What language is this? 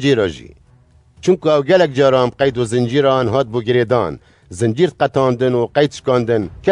Kurdish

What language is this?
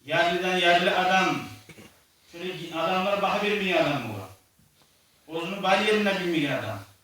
Kumyk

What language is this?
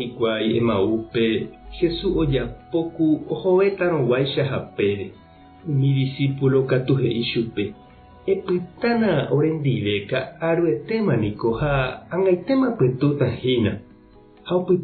Guarani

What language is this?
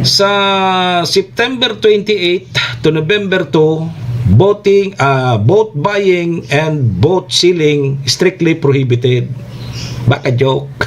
Bikol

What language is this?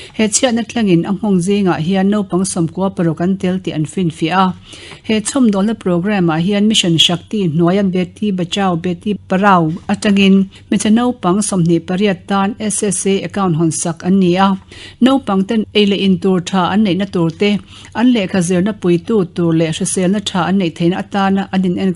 Mizo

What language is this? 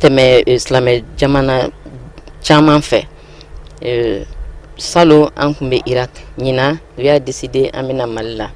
Bambara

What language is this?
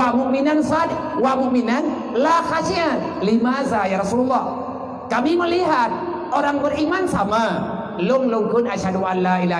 Achinese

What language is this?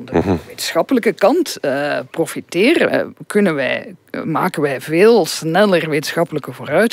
Dutch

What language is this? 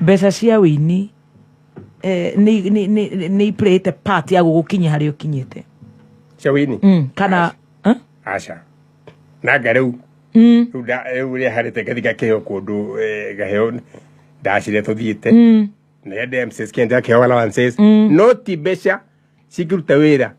Kikuyu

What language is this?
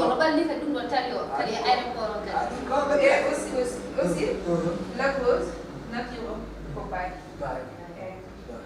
Fula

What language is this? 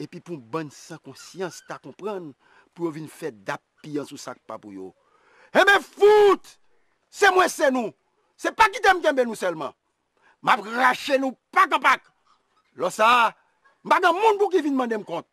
Haitian Creole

